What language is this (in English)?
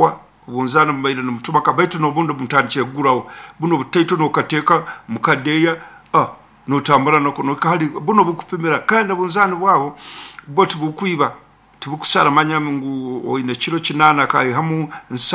Nyoro